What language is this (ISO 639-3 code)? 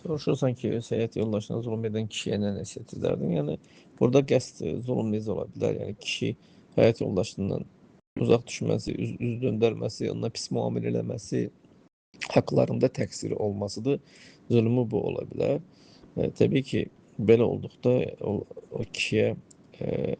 aze